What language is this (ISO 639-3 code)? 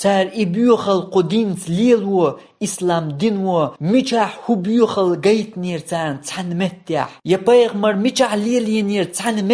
che